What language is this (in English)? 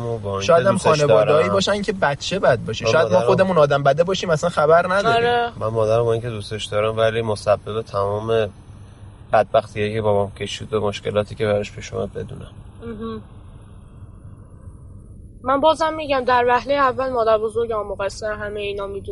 Persian